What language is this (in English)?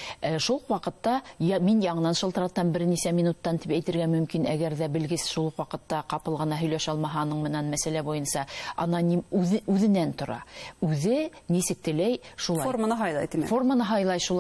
Bashkir